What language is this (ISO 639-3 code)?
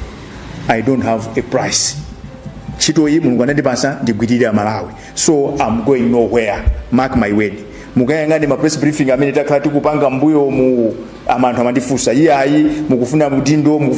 nya